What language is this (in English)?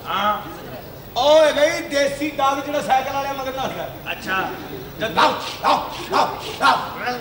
Punjabi